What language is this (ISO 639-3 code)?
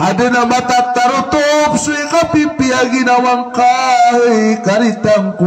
mrw